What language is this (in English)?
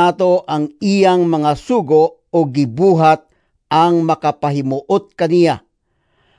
Cebuano